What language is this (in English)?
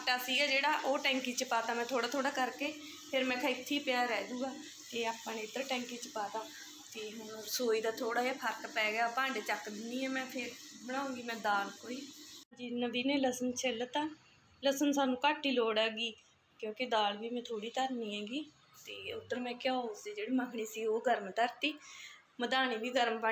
Punjabi